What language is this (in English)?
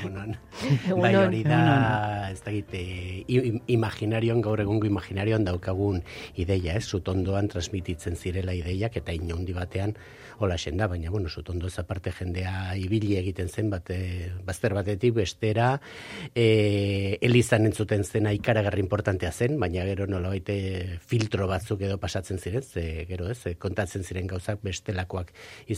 Basque